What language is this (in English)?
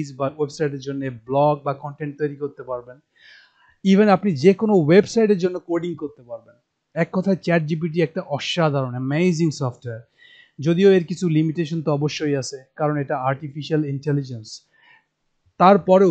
Bangla